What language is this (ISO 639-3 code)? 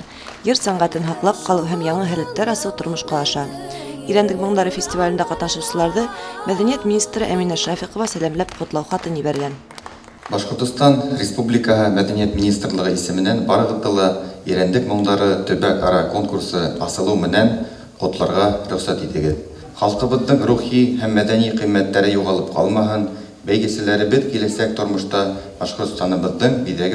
bak